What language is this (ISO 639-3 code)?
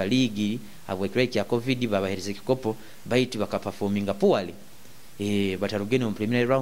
nyo